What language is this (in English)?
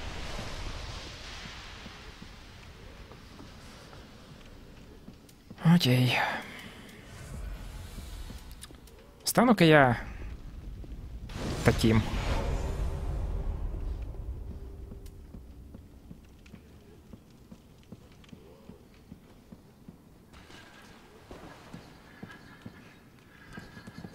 Russian